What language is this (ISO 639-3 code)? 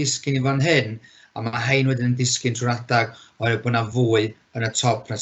cym